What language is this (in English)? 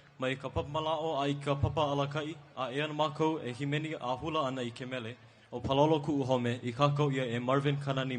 Hawaiian